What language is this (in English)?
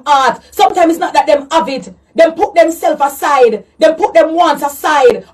Jamaican Creole English